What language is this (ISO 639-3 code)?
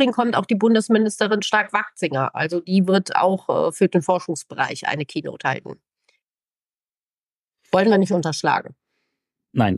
deu